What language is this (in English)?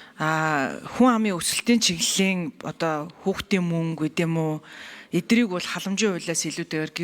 Mongolian